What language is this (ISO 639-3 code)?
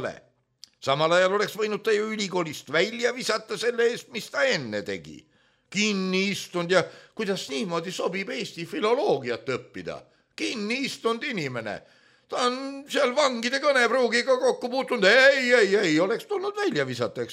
est